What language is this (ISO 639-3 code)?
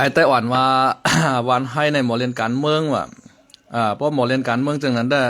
shn